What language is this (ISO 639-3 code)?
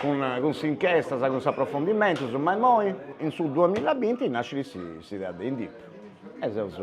srd